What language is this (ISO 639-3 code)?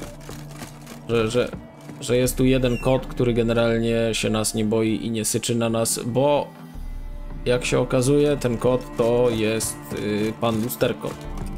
pol